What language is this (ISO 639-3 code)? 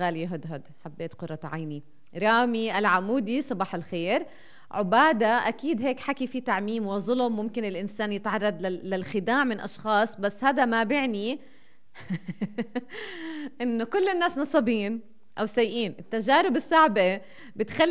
apc